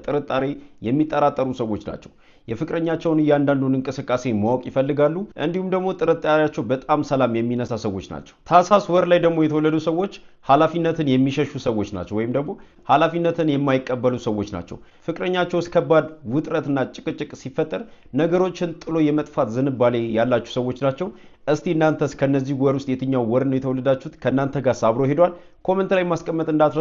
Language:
Amharic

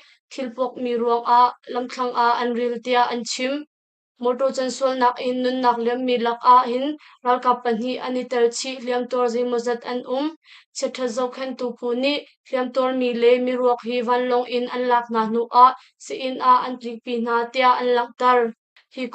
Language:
Hakha Chin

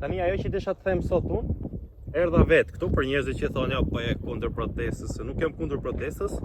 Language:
Albanian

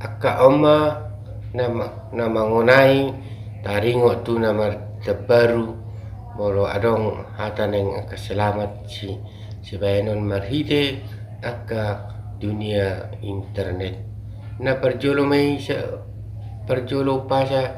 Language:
Batak Toba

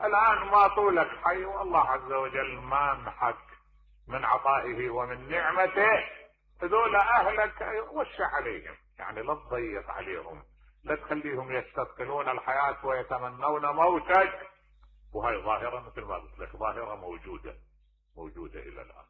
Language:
Mesopotamian Arabic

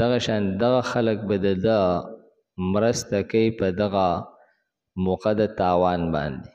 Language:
Pashto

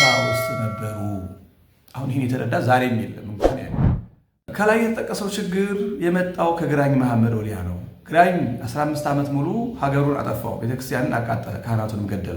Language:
Amharic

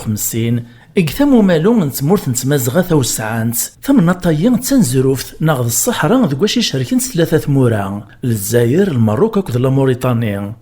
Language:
Kabyle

